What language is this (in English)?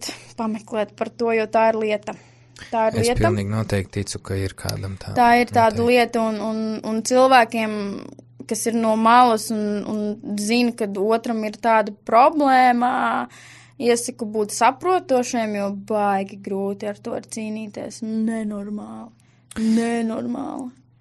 Latvian